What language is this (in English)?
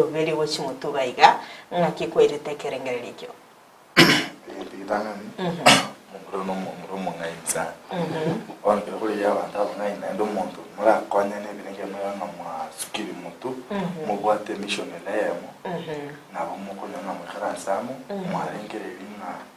Gusii